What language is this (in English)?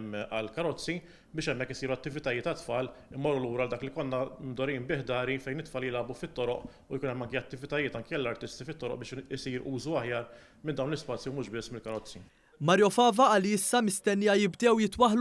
Maltese